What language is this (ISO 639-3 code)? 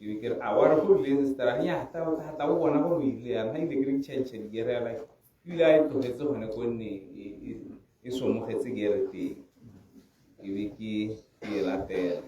tsn